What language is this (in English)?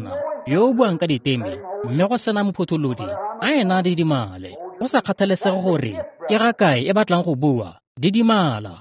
Tswana